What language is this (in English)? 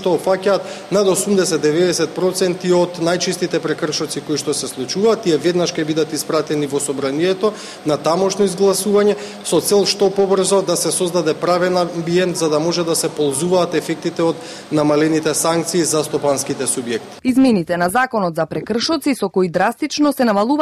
Macedonian